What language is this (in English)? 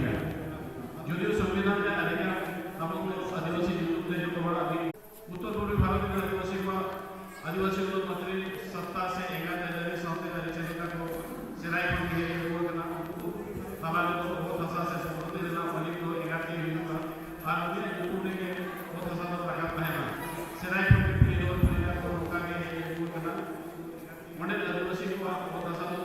Santali